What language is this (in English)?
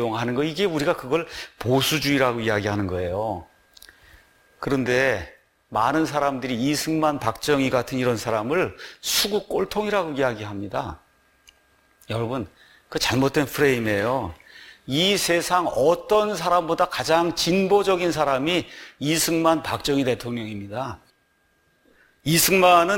Korean